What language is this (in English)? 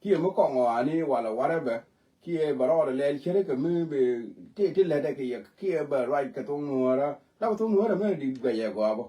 Nuer